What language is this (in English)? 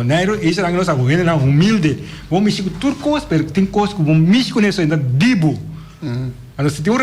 Papiamento